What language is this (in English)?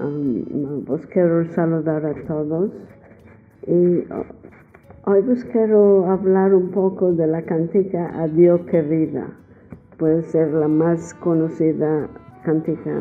Ladino